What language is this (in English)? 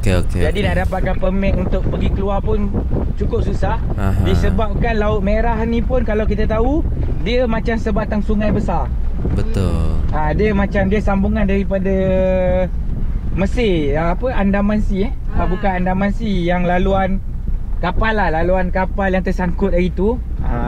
Malay